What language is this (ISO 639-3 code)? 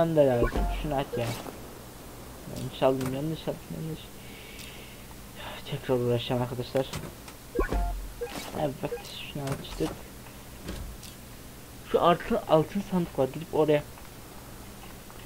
tur